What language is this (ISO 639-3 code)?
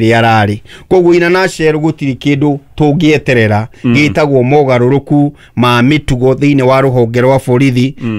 kik